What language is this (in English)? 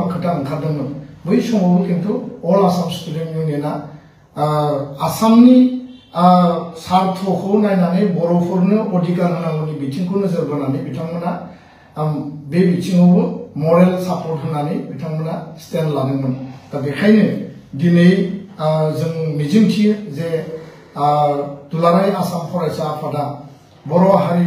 Bodo